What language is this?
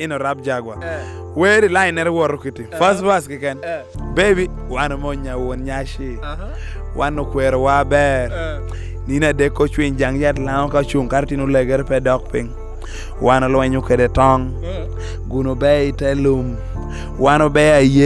Lango (Uganda)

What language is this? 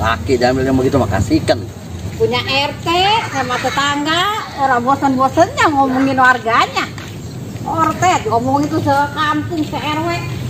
Betawi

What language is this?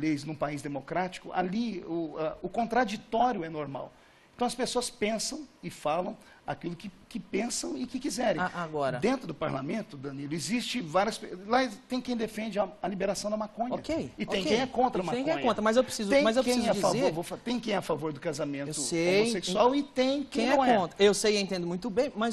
Portuguese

